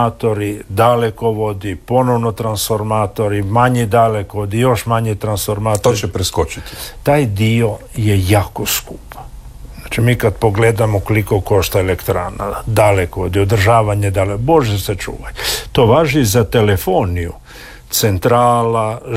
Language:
Croatian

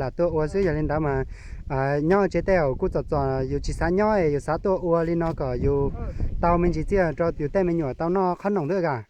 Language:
Hmong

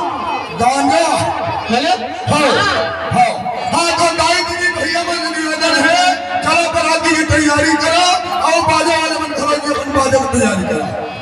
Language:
Chhattisgarhi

